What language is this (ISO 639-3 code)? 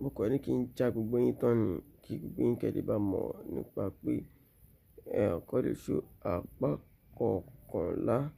yor